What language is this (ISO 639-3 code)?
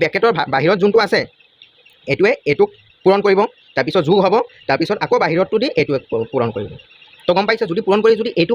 asm